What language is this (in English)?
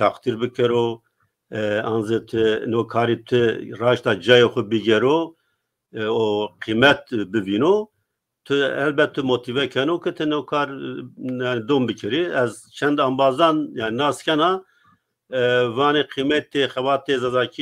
Zaza